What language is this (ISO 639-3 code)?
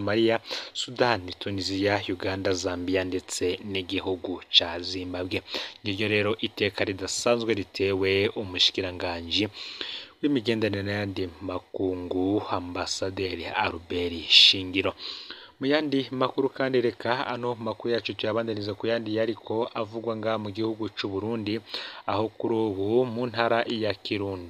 run